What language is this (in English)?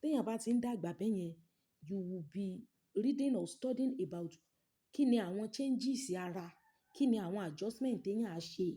Yoruba